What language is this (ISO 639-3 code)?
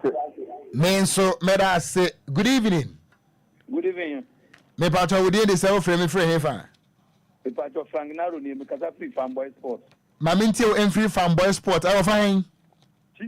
aka